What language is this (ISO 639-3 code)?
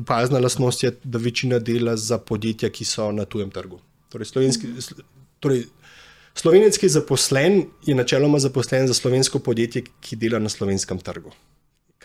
slv